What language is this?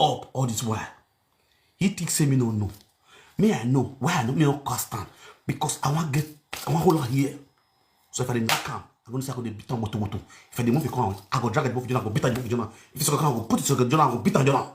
Nigerian Pidgin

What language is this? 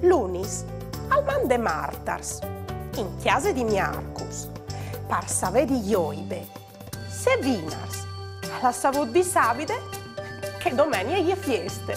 Friulian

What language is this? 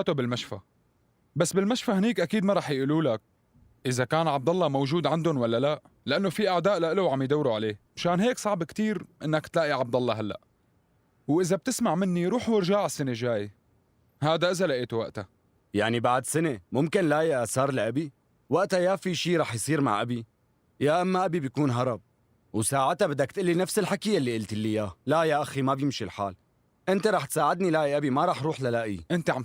North Levantine Arabic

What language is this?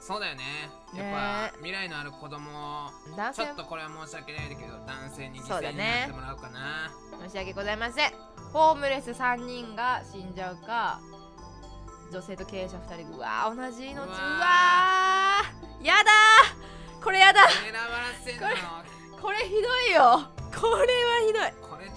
Japanese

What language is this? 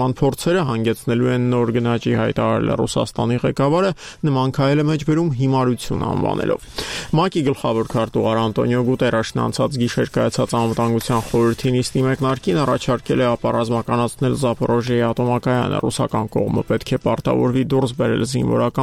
Armenian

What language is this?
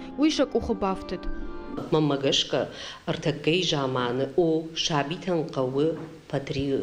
Ossetic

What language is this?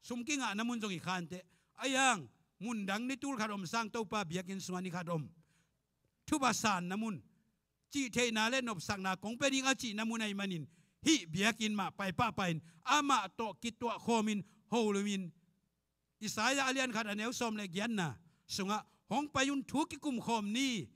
Tedim Chin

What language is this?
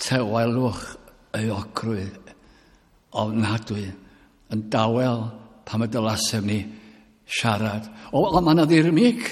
Welsh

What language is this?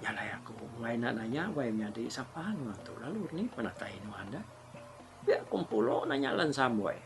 Iban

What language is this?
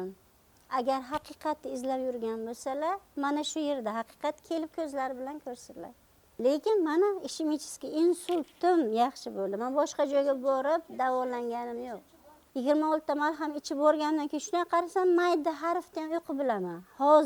Uzbek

